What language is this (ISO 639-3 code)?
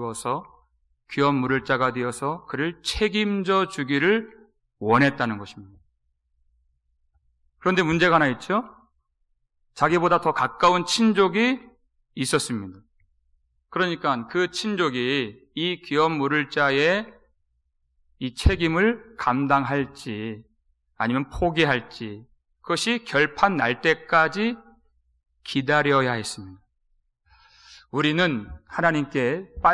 kor